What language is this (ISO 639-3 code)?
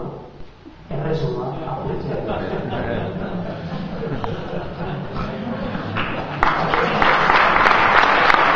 eus